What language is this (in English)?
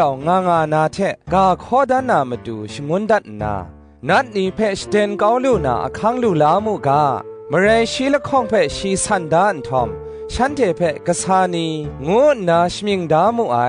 Kachin